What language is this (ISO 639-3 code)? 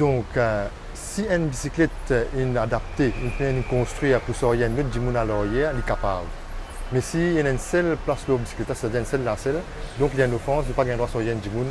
mfe